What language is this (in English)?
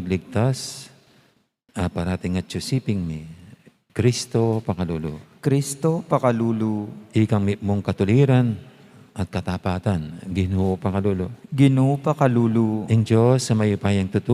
Pampanga